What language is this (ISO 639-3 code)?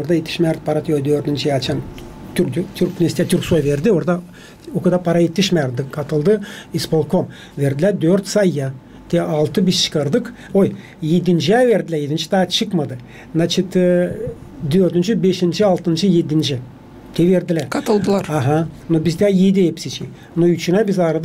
gag